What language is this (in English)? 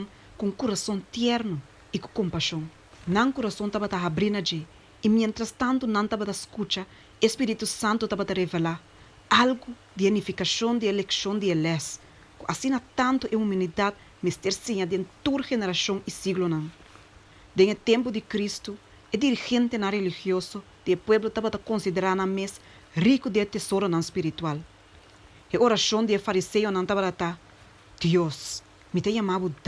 Papiamento